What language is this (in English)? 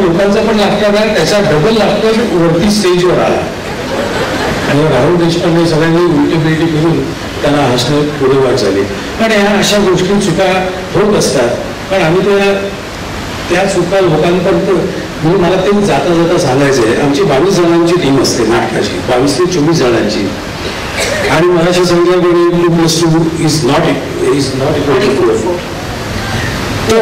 Marathi